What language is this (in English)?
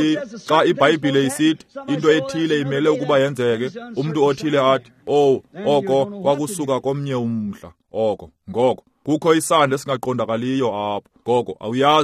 Xhosa